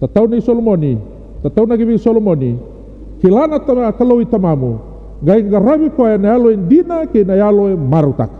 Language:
Fijian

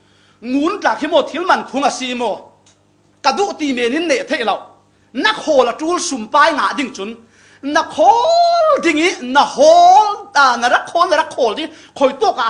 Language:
Falam Chin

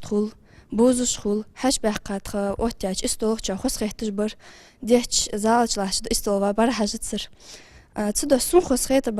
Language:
Ingush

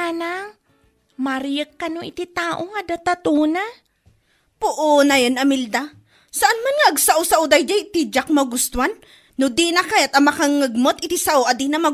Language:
Iloko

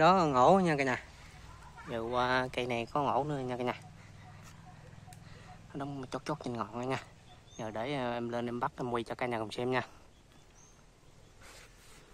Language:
Vietnamese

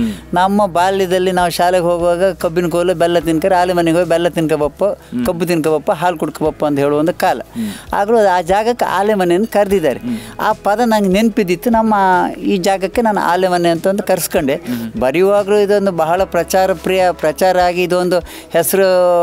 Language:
Kannada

